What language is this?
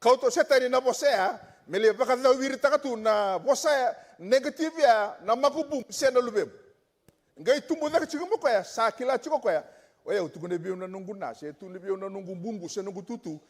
Fijian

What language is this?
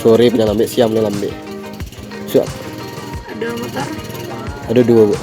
Minangkabau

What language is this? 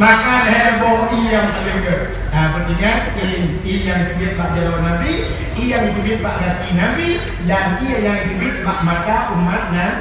Achinese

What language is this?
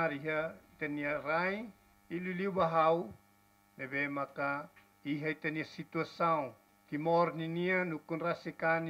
Tetum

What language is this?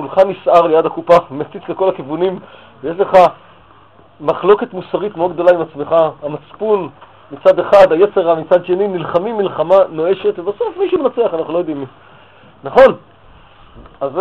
Hebrew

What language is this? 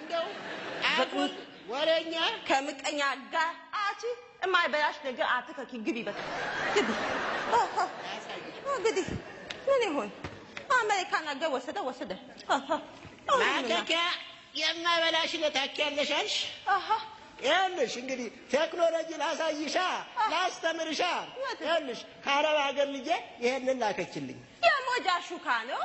Amharic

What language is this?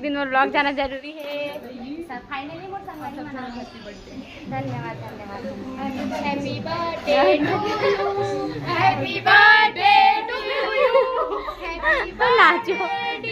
Chhattisgarhi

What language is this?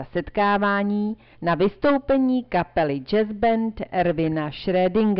Czech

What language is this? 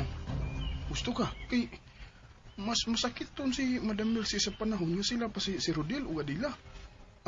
Cebuano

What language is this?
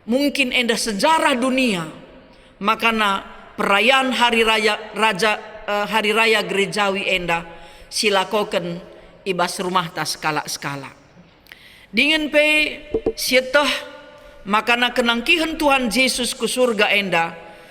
Batak Karo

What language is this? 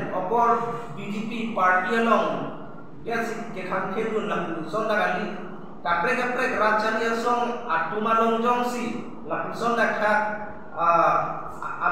Karbi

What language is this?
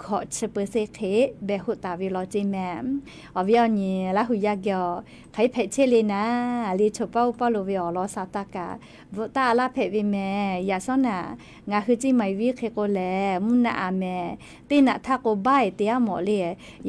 Lahu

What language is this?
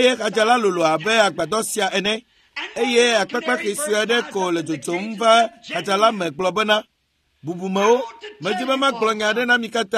Ewe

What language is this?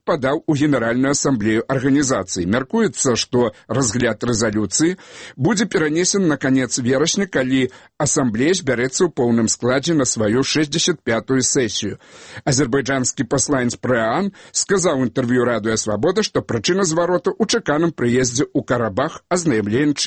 Belarusian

